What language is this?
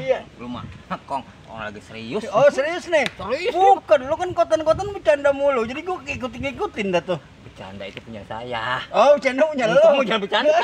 Betawi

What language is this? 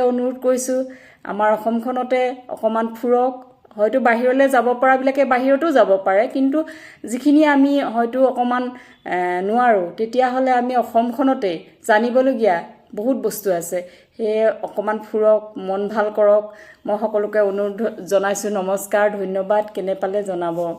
Assamese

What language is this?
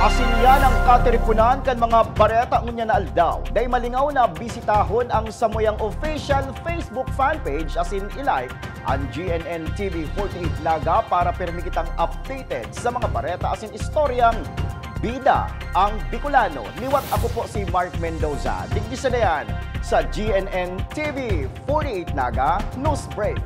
Bikol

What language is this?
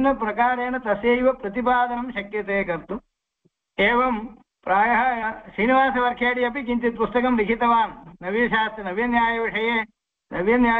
Sanskrit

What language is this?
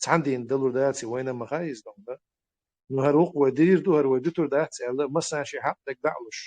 Chechen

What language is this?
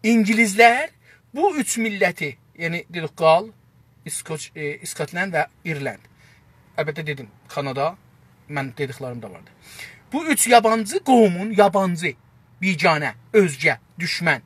South Azerbaijani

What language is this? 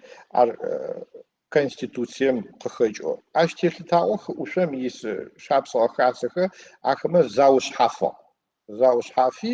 Adyghe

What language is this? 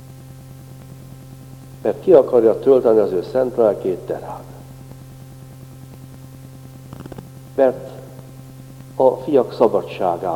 Hungarian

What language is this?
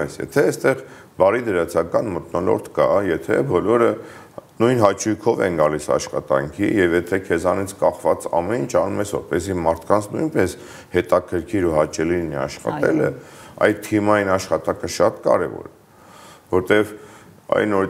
Armenian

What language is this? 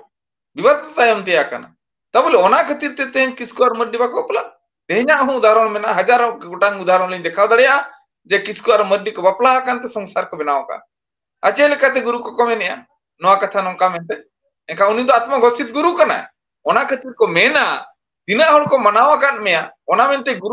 Santali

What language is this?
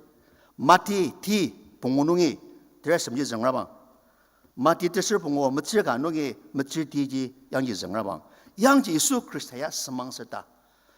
Ao Naga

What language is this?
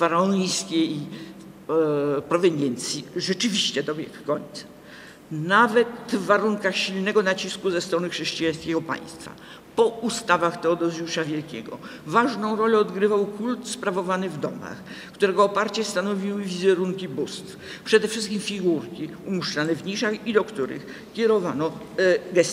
Polish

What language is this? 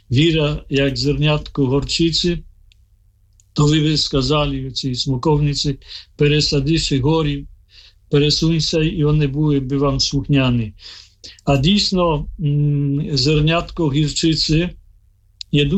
Ukrainian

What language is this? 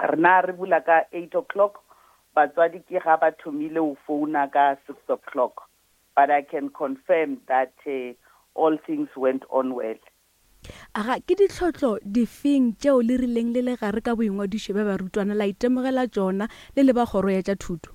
Northern Sotho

